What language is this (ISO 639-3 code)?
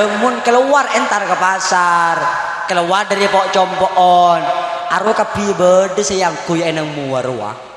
mad